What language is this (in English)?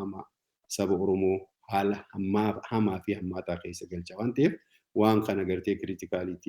Oromo